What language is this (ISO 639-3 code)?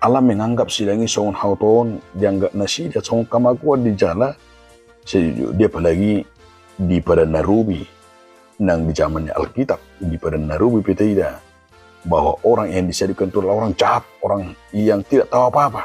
bbc